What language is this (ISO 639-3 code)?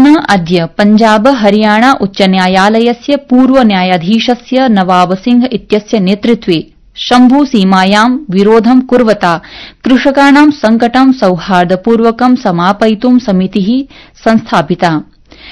san